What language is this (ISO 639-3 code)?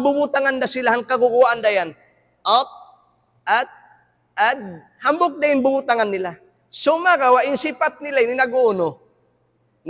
tsg